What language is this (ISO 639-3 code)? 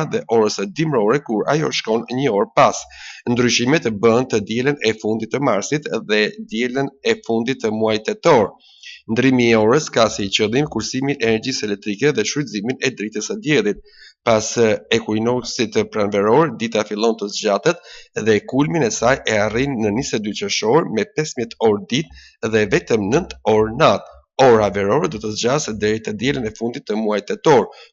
sqi